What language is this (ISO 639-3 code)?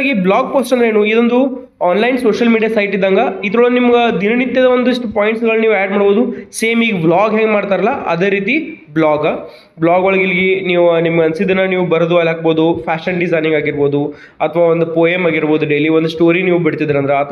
kan